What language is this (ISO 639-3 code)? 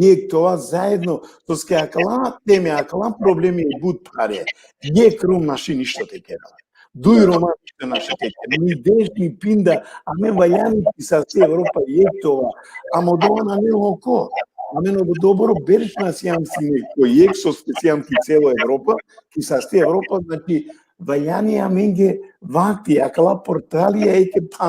rmn